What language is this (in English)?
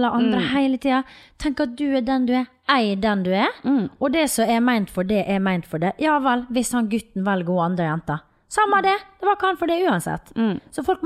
Norwegian